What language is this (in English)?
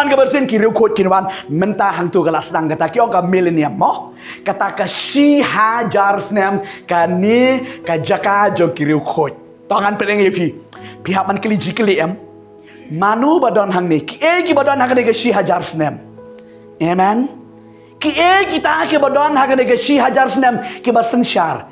Khasi